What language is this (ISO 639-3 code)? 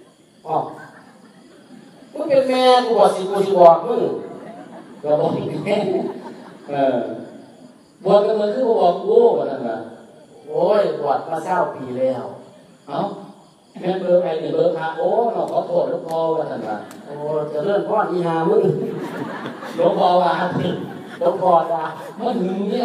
tha